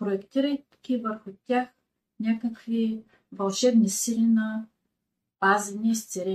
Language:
Bulgarian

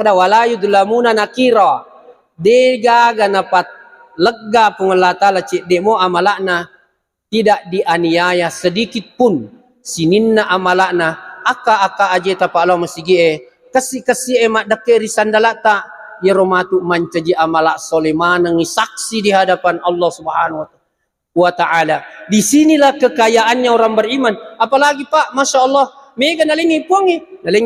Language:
Buginese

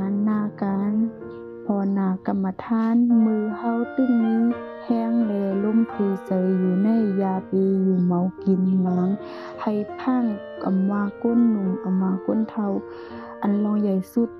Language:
Shan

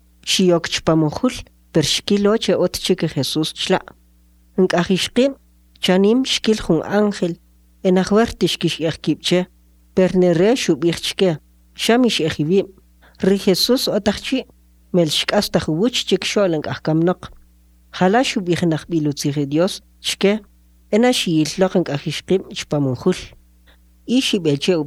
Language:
Kʼicheʼ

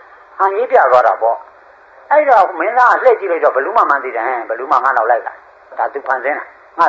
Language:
Burmese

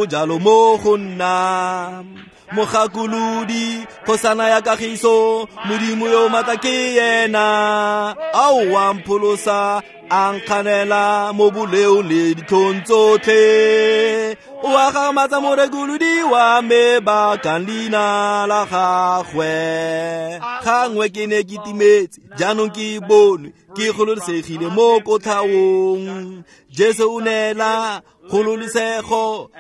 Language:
Tswana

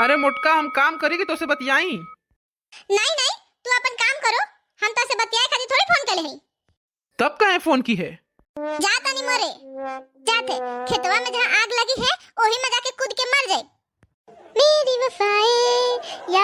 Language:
Bhojpuri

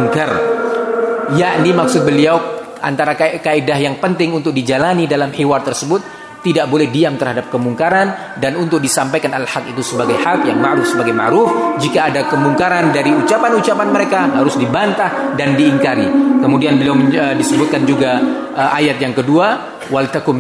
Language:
Indonesian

